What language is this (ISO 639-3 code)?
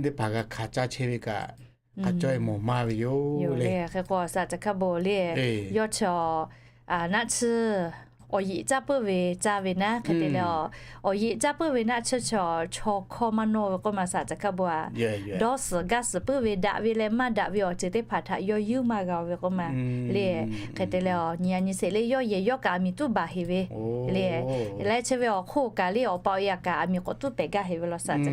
lhu